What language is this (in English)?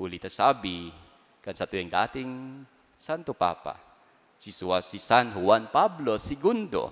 Bikol